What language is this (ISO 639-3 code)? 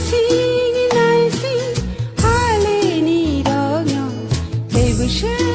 trp